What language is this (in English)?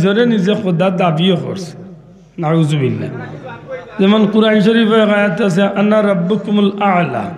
Sylheti